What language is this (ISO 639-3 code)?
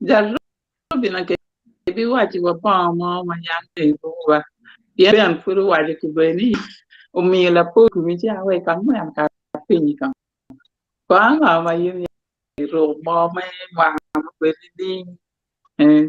ach